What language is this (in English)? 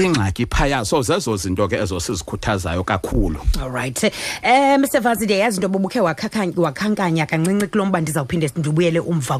Xhosa